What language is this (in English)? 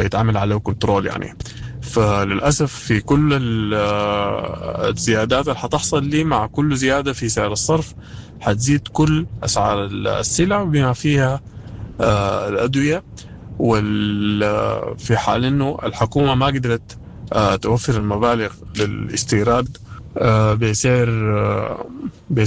Sudanese Arabic